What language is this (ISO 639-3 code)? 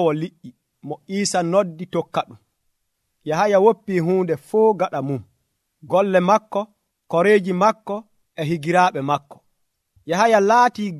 fuv